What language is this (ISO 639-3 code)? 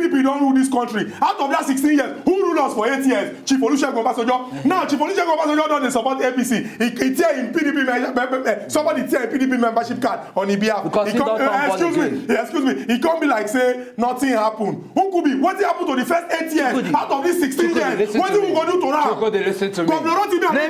pcm